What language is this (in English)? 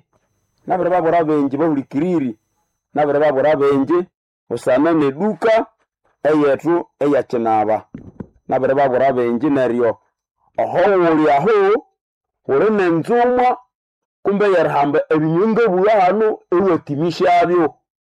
Nande